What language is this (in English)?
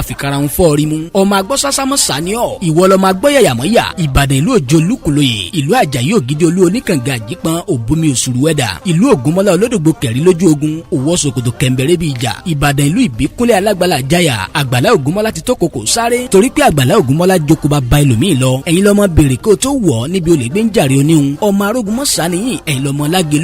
Yoruba